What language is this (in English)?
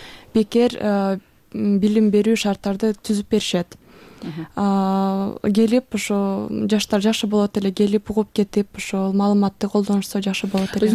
Kyrgyz